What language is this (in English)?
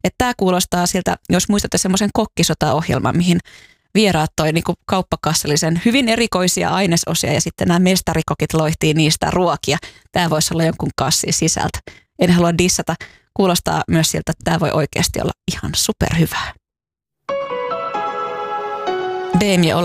Finnish